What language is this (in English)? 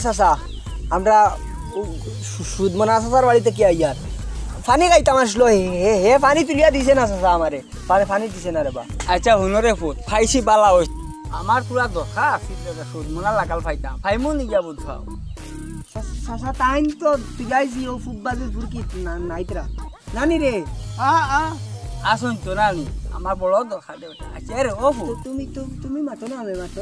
Sylheti